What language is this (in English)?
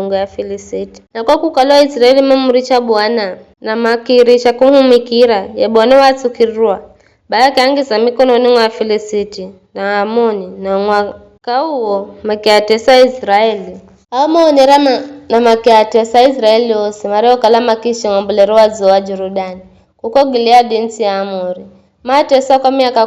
Giryama